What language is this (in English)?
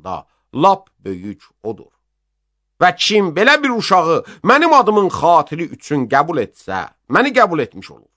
Azerbaijani